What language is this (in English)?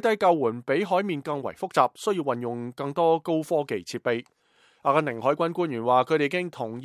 Cantonese